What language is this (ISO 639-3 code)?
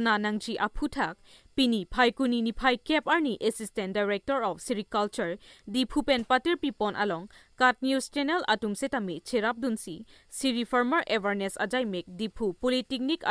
mjw